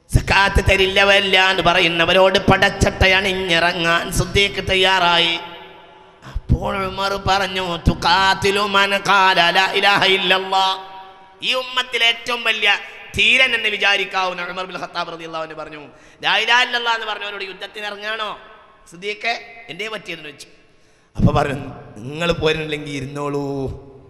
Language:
Malayalam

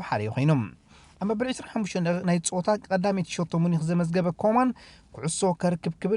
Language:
Tigrinya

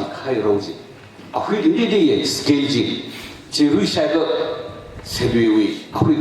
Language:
Tangkhul Naga (India)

